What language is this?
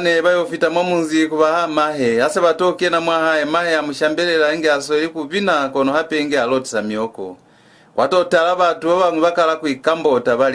Lozi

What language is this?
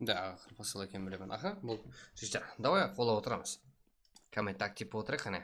Kara-Kalpak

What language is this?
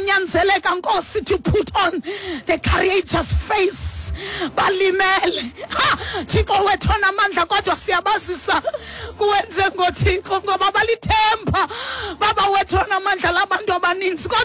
Xhosa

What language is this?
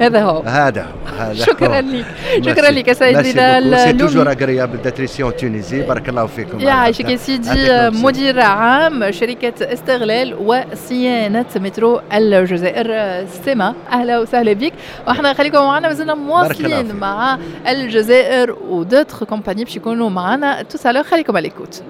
Tunisian Arabic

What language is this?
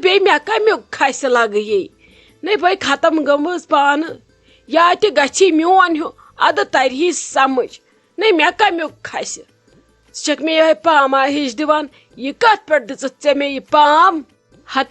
Kashmiri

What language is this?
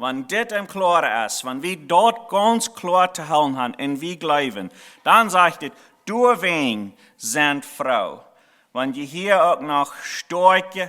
Plautdietsch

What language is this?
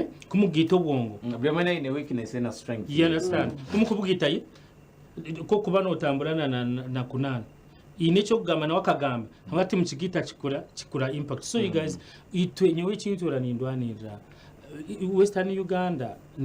Nyankole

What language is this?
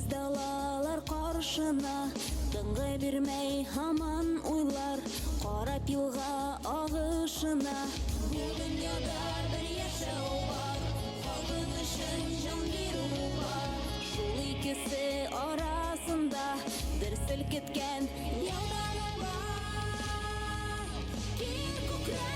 Bashkir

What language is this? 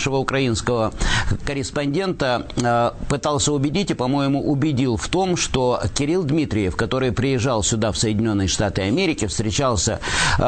Russian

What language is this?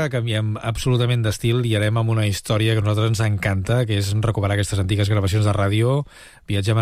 Catalan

